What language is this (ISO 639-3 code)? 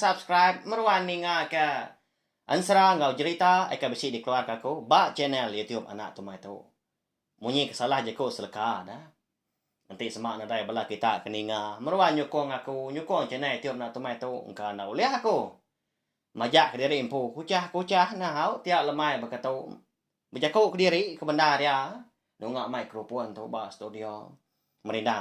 iba